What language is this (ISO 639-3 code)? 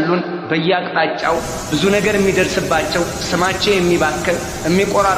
amh